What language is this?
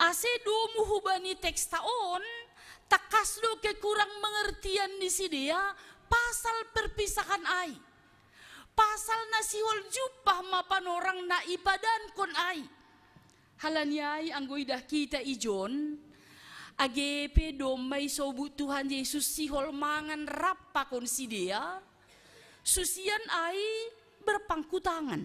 Batak Simalungun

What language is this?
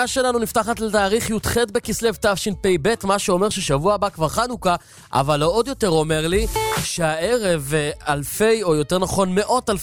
Hebrew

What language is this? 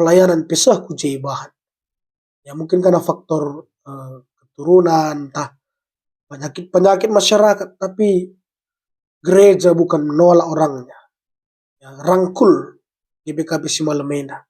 Batak Karo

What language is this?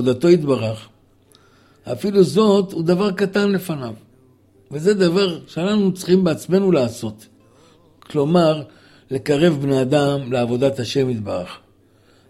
Hebrew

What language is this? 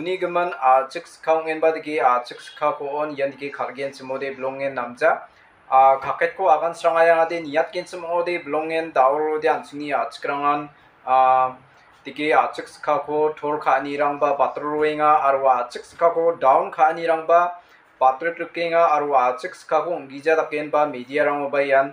Garo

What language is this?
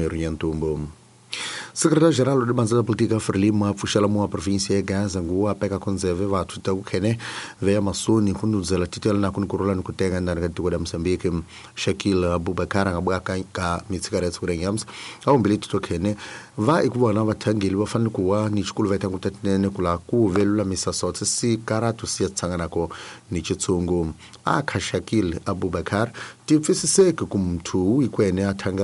Tsonga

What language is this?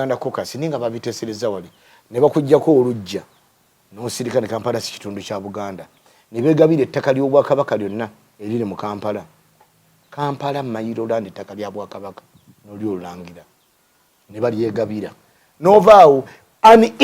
Ganda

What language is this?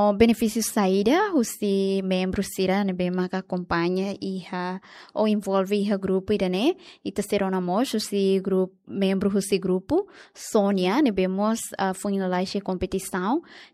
Tetum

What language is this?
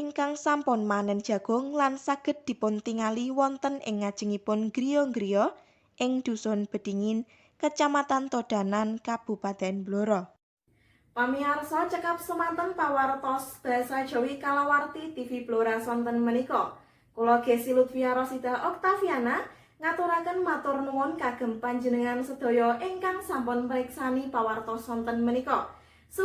Javanese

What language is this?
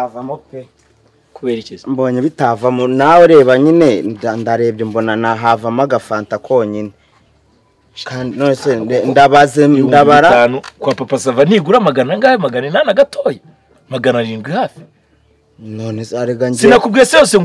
Kinyarwanda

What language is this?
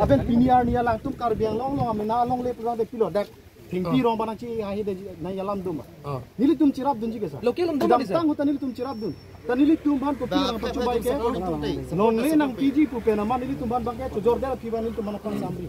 Karbi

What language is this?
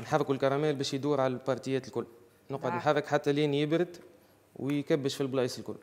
Tunisian Arabic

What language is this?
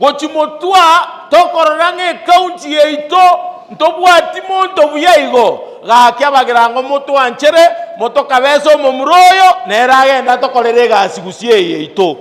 Gusii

